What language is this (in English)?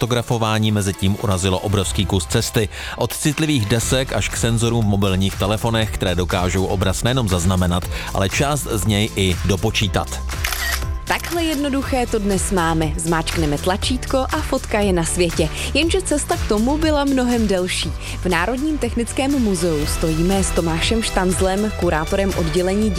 Czech